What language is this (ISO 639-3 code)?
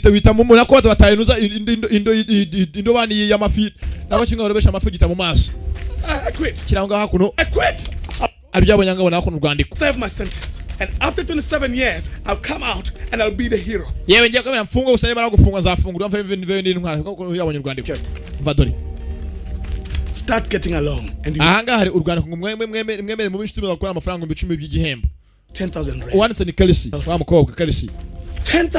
kin